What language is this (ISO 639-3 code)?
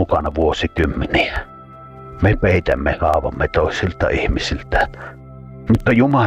fin